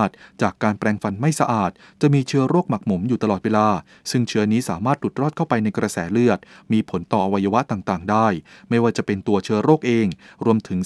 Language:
Thai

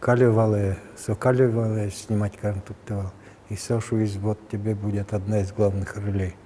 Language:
Udmurt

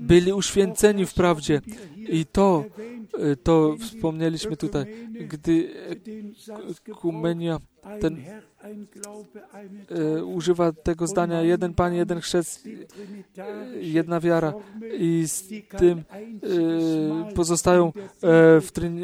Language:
Polish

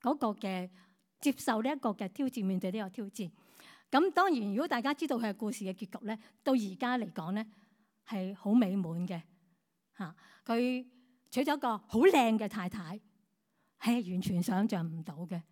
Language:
Cantonese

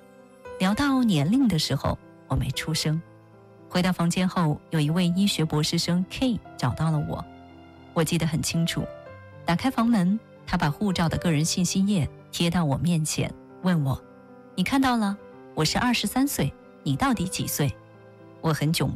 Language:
Chinese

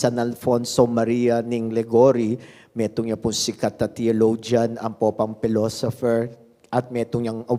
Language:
Pampanga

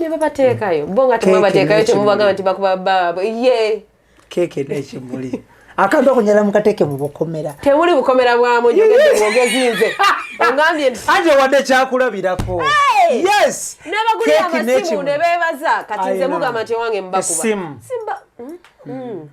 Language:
Ganda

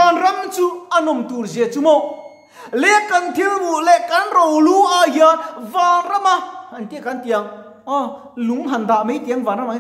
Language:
Mizo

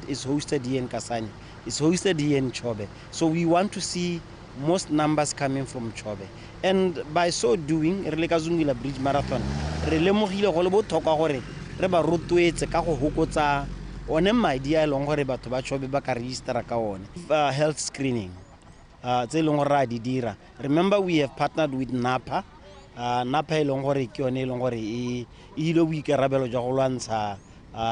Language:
Tswana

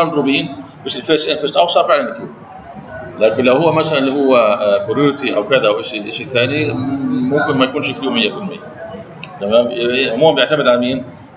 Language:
Arabic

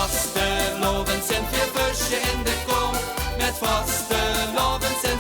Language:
Limburgish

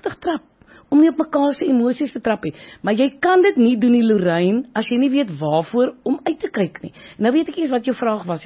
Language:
Afrikaans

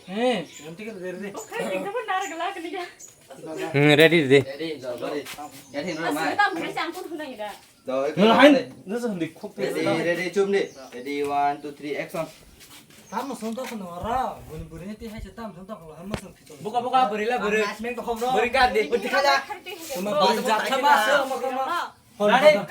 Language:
Kok Borok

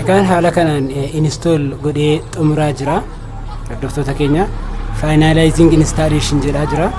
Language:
Oromo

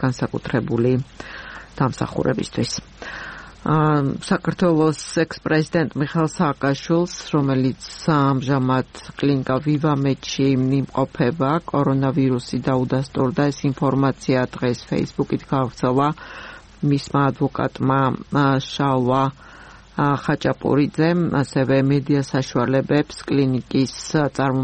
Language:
Georgian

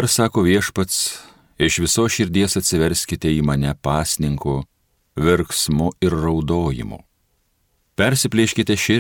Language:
Lithuanian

